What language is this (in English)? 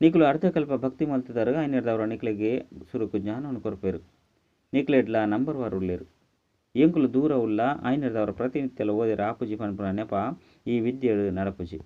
Tulu